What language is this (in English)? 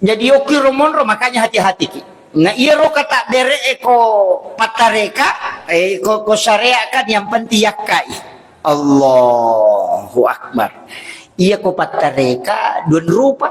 Buginese